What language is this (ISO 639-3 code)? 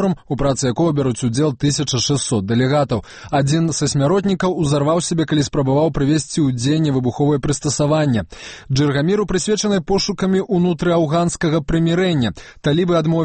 bel